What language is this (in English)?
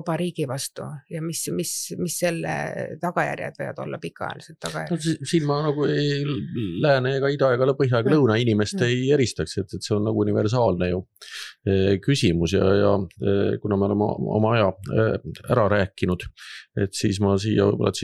Estonian